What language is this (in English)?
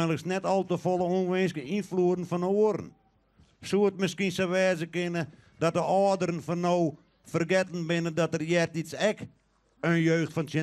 Western Frisian